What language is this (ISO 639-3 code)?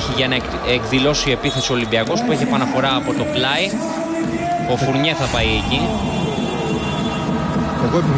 ell